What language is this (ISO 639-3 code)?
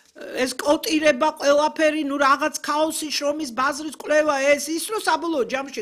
kat